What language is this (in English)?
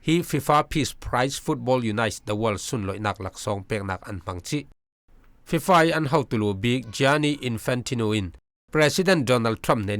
Falam Chin